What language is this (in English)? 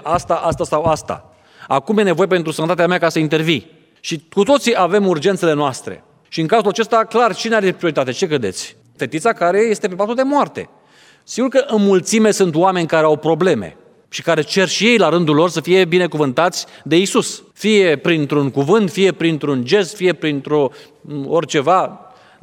Romanian